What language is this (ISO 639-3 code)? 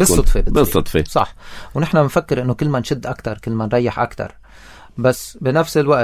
apc